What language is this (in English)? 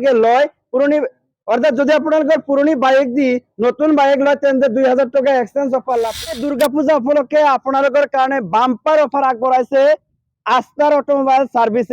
Assamese